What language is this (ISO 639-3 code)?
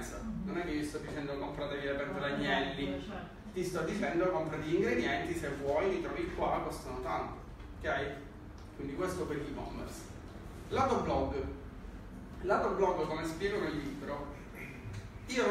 ita